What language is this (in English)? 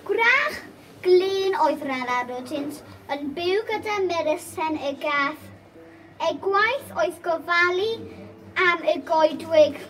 Welsh